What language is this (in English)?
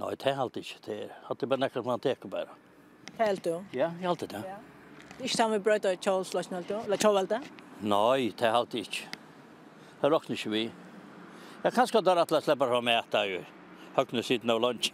Faroese